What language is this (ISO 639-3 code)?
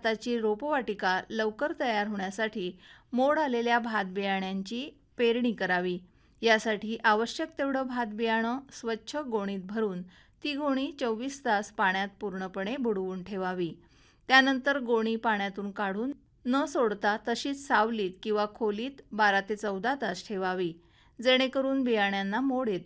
mar